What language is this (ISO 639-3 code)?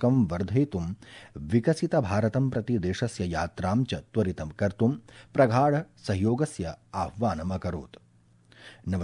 san